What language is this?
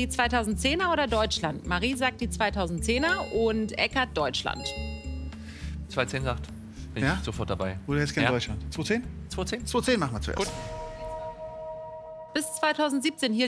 German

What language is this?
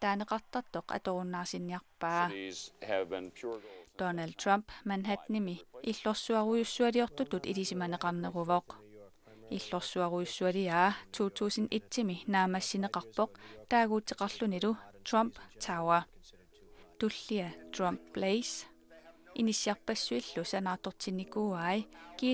Kalaallisut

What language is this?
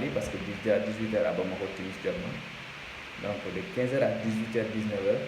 Bambara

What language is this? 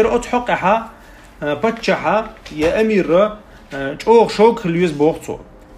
Chechen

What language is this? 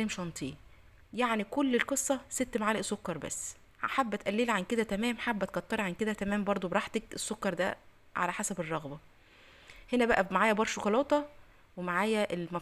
Egyptian Arabic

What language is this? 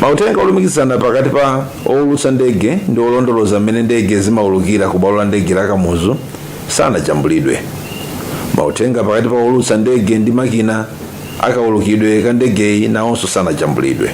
Nyanja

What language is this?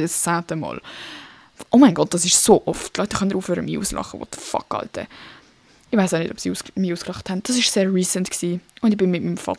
Swiss German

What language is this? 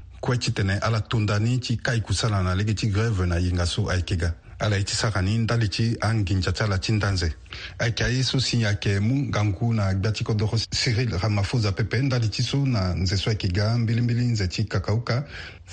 Sango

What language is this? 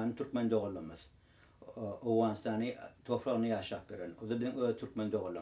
Turkmen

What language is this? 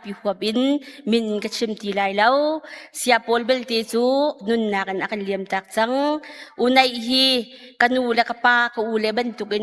Hakha Chin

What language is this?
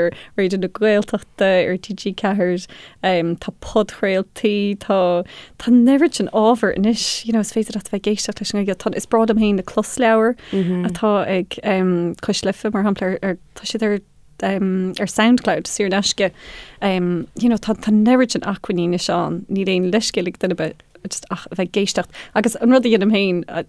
Irish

